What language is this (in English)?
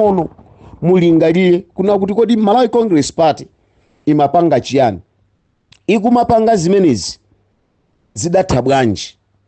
Nyanja